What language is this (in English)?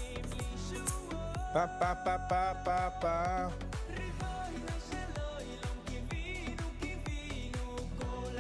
Yiddish